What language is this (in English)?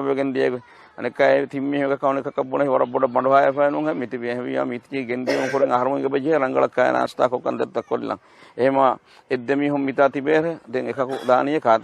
Divehi